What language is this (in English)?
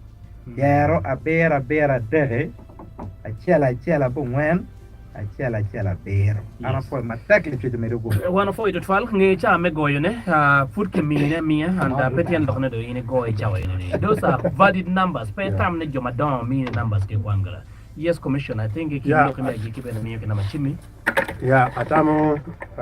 Acoli